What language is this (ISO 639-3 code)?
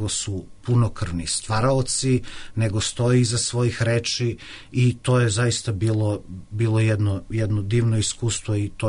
srp